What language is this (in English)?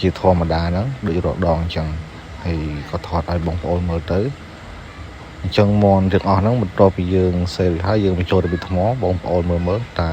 Khmer